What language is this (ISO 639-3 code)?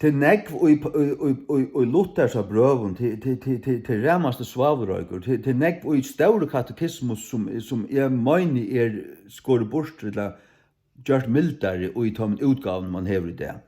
fao